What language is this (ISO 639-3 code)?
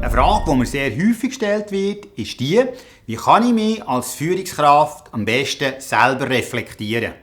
gsw